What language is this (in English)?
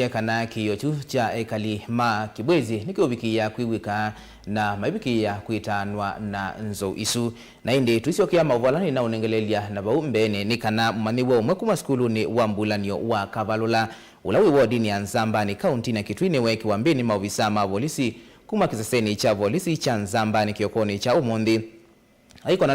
Kamba